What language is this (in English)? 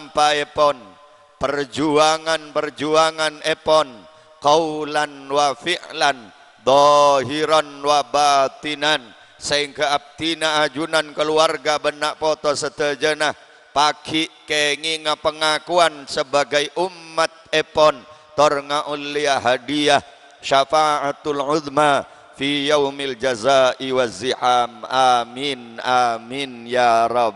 Madurese